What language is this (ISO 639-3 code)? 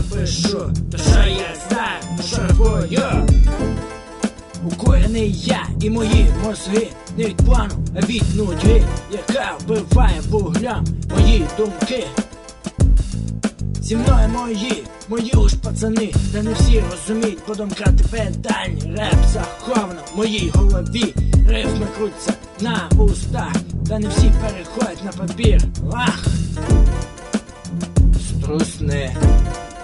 ukr